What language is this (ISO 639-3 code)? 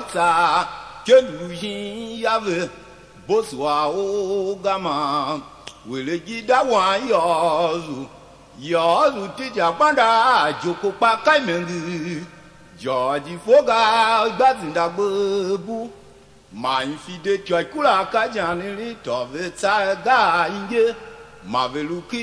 tiv